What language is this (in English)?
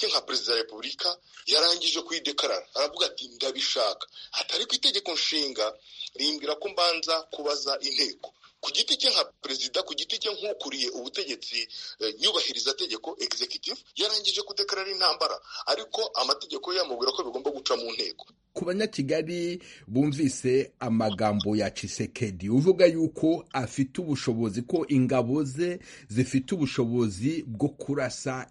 Kinyarwanda